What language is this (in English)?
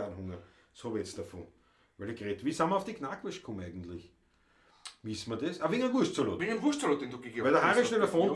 Bavarian